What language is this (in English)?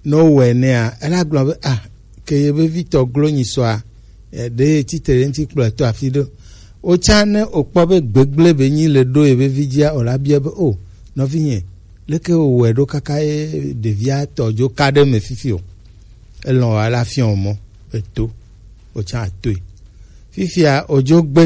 Gen